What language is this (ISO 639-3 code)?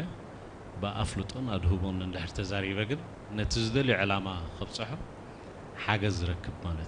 tir